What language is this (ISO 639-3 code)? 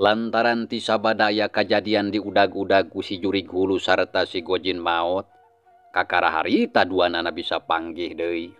sun